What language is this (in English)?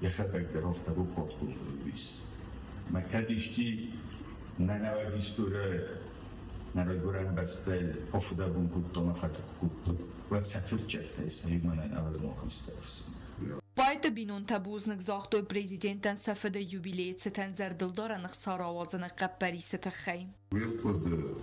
Ossetic